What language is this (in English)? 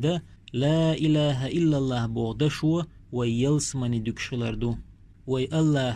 Chechen